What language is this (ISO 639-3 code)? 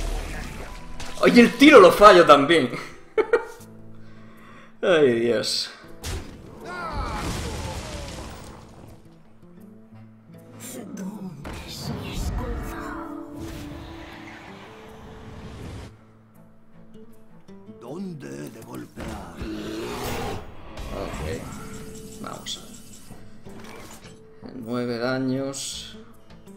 spa